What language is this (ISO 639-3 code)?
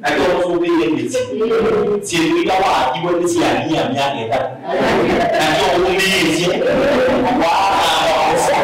kam